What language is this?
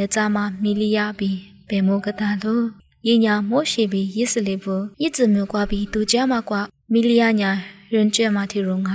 Lisu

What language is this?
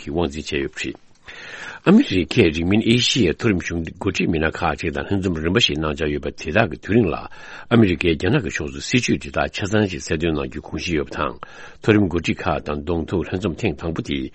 Tibetan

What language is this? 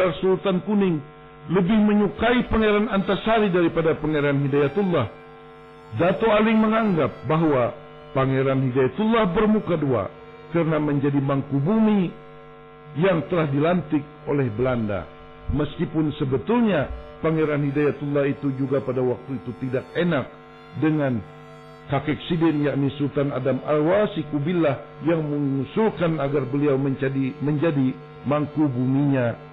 Banjar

